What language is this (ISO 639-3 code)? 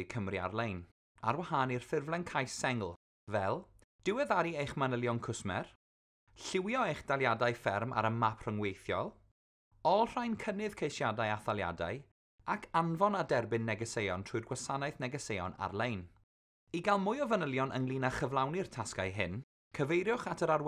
cym